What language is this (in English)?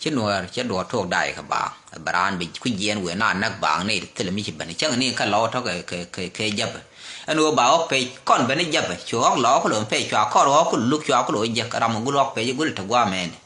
Nuer